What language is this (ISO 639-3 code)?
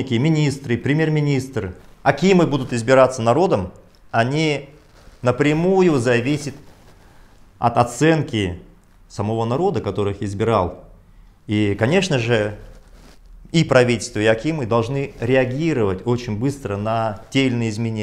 rus